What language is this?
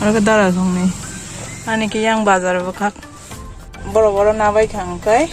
Kok Borok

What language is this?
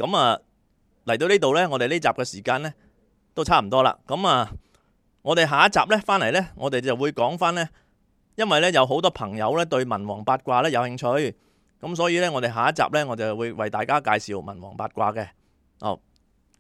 Cantonese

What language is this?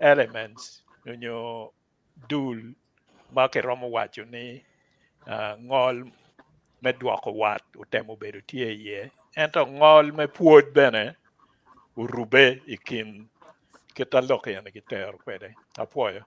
Acoli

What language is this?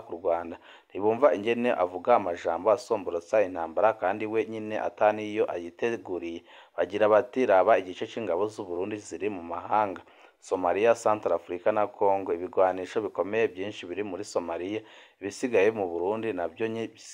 Rundi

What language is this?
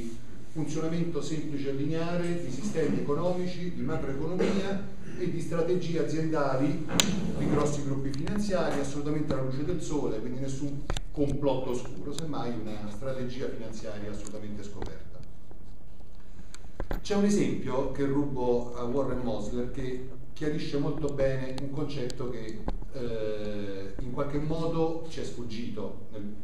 Italian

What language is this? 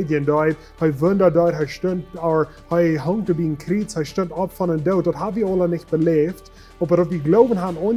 Plautdietsch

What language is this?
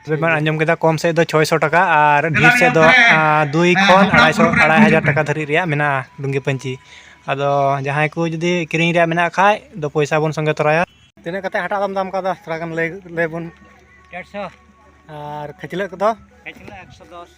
Santali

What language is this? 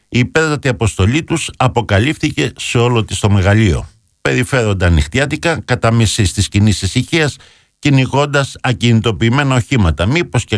Greek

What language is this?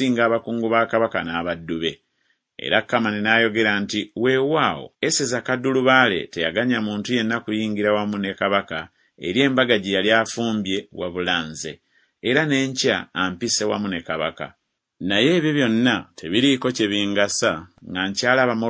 Ganda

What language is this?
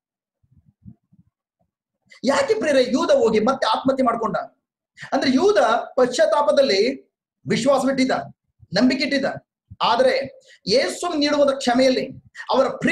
Kannada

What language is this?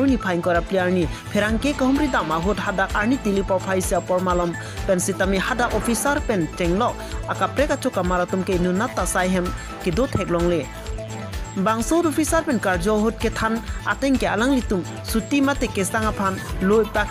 Karbi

